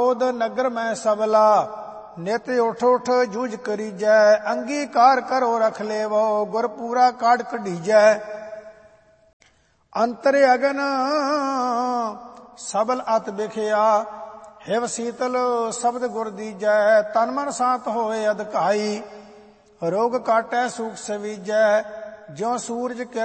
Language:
Punjabi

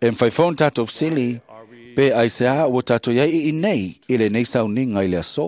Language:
Samoan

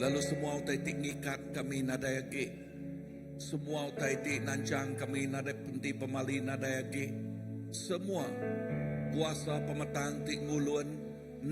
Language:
Iban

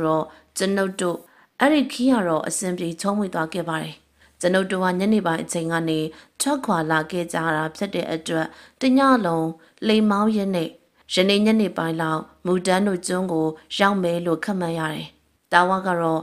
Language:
Burmese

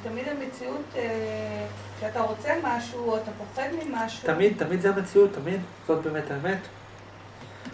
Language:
Hebrew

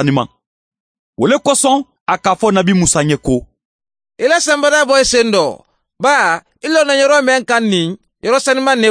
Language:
Mandingo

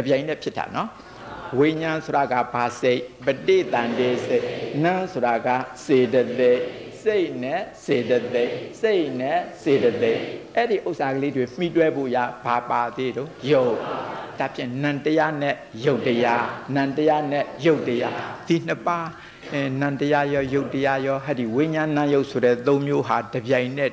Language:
Burmese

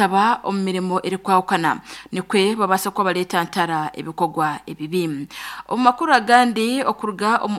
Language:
Nyankole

